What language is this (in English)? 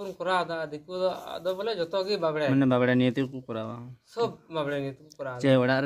Santali